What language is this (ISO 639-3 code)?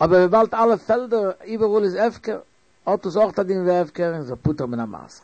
yid